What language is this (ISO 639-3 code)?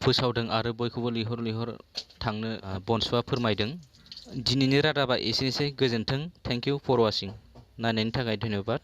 brx